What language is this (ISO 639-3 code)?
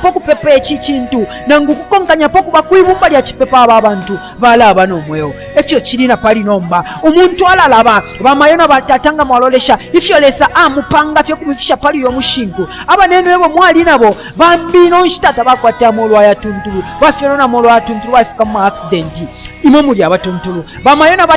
bem